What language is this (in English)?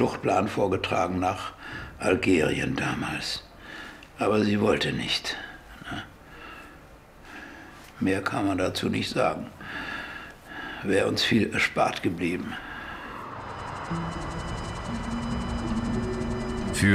German